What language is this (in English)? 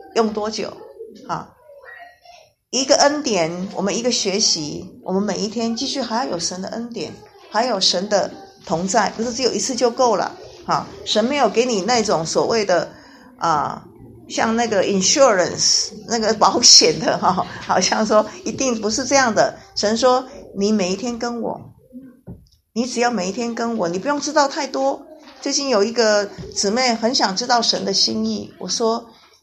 Chinese